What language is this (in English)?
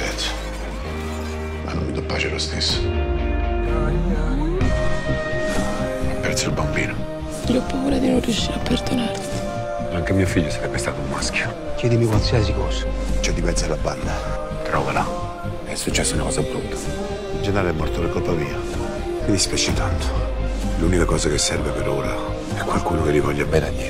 Italian